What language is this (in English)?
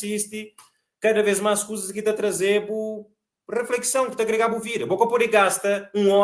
Kabuverdianu